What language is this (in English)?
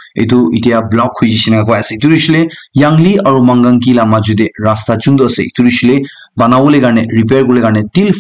Naga Pidgin